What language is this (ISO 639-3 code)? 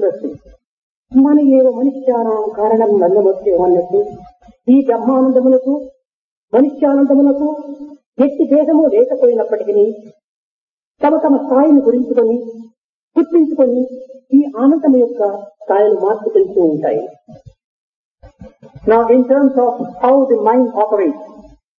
tel